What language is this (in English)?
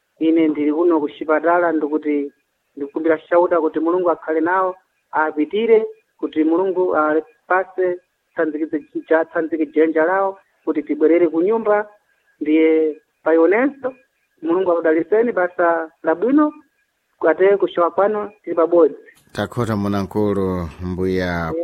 Sena